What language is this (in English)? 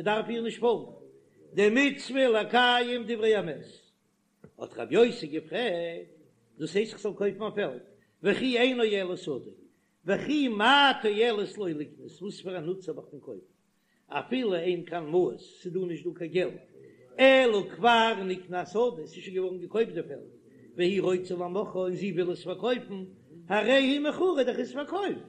Yiddish